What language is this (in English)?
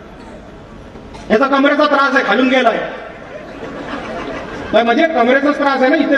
Marathi